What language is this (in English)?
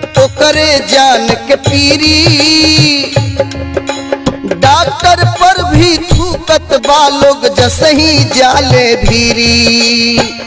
Bhojpuri